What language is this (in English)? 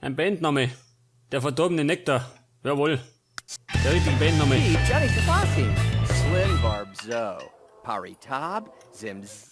Bavarian